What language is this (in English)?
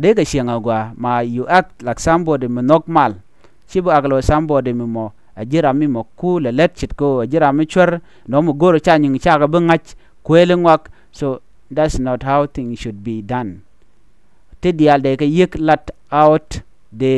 Nuer